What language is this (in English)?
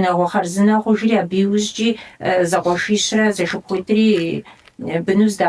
Kabardian